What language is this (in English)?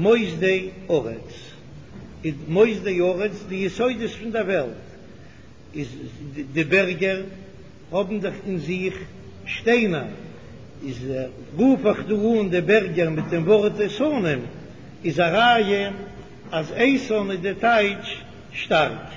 Yiddish